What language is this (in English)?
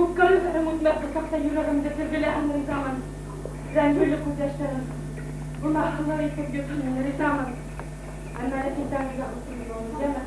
Bashkir